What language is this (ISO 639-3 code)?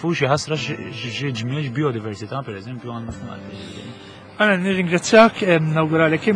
mlt